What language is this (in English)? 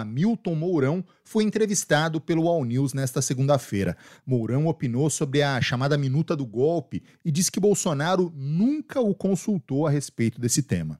Portuguese